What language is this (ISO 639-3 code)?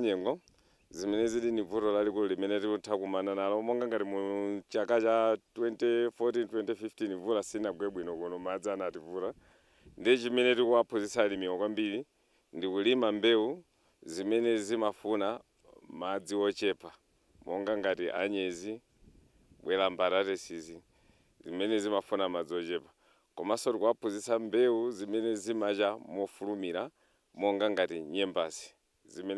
nya